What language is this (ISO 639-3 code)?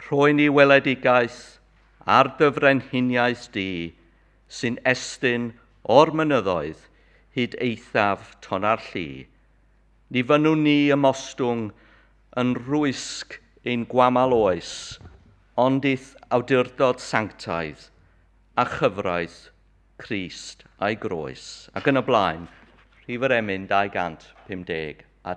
cym